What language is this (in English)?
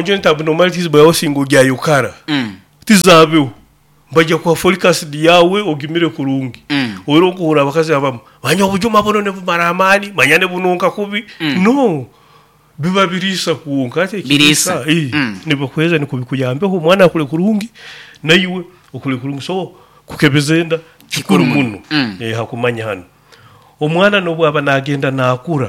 Nyoro